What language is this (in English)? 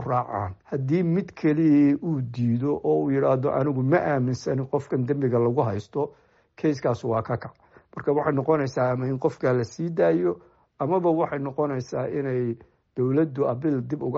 Somali